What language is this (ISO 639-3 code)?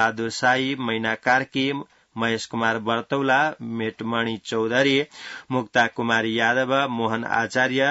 san